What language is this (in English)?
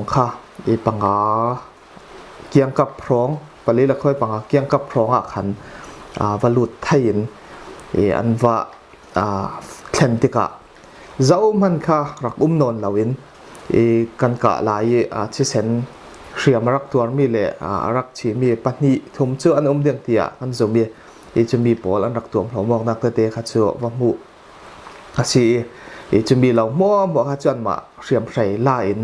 Falam Chin